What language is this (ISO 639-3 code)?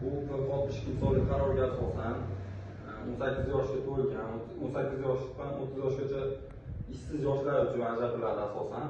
uzb